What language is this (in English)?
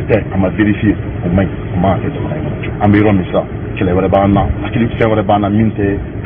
Bambara